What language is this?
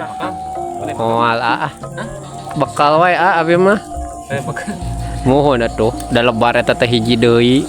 Sundanese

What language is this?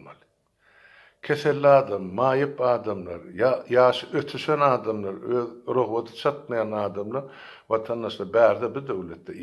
Turkmen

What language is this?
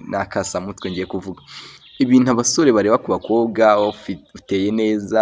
Kinyarwanda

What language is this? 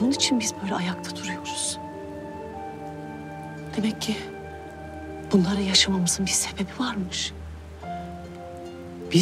Turkish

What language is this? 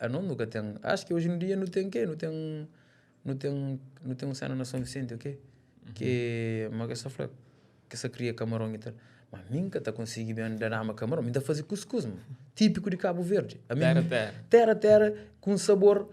Kabuverdianu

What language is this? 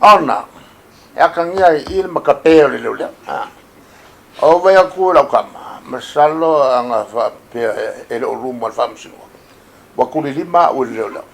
Samoan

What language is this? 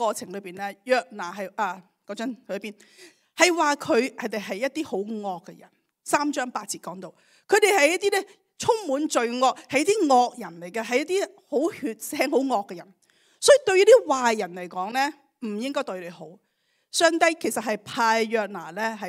Cantonese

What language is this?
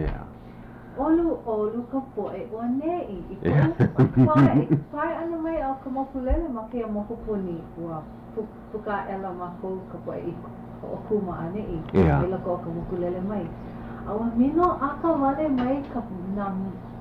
Hawaiian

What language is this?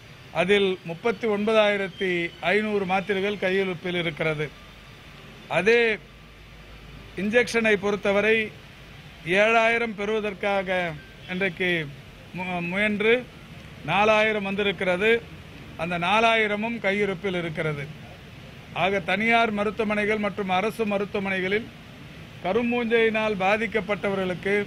Tamil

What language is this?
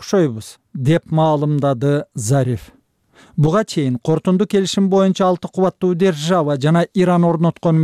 Kyrgyz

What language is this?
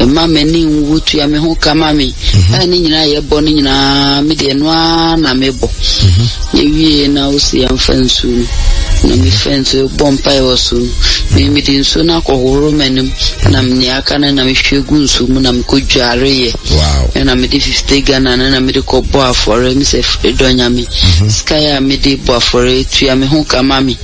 Akan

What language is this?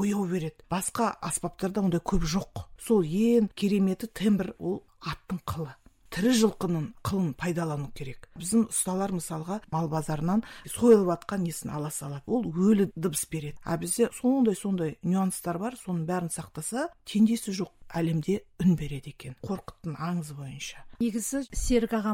Kazakh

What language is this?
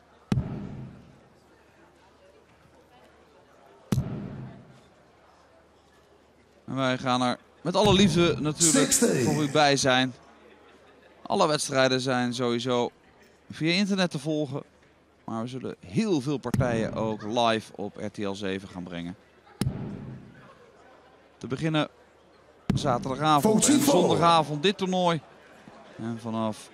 Dutch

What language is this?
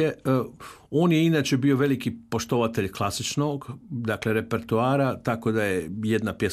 Croatian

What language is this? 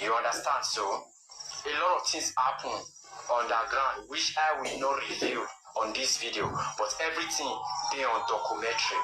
Nigerian Pidgin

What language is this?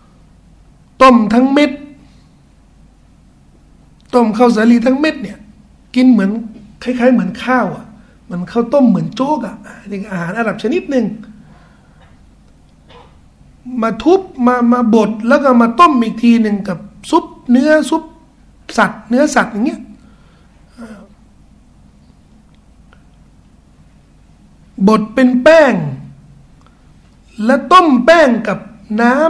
Thai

